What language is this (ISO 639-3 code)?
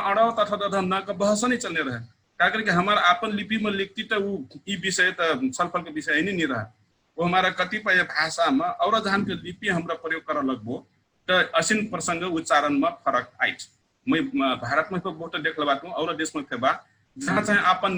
thl